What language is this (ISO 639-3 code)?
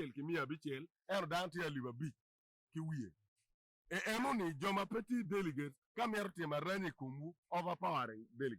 ach